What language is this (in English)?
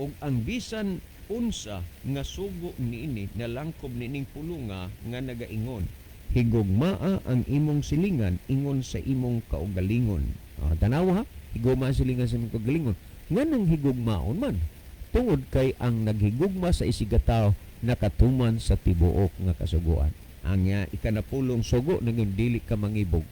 Cebuano